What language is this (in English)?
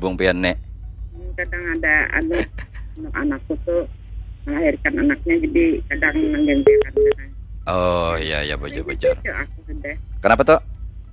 Banjar